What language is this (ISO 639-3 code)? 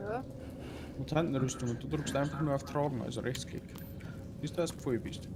bar